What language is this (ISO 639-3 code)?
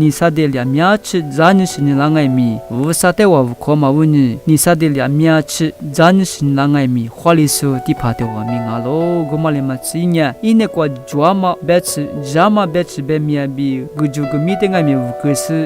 lis